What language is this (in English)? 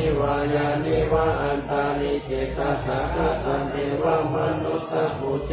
Pali